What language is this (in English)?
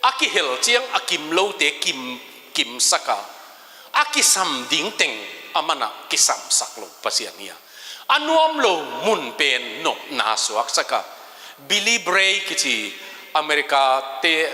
Tedim Chin